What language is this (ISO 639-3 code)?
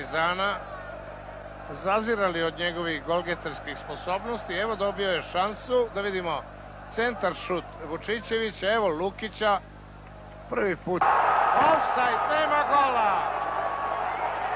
srp